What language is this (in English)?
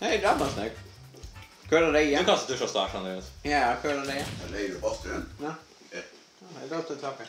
Faroese